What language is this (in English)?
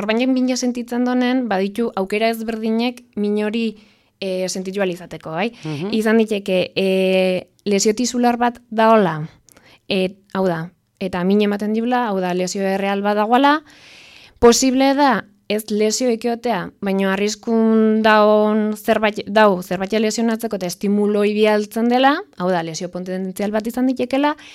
Basque